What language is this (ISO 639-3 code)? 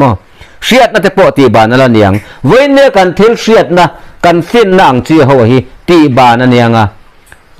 lus